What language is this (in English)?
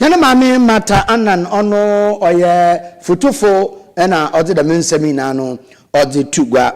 Akan